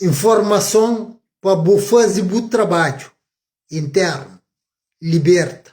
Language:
Kabuverdianu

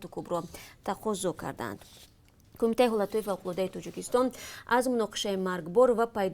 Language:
Tajik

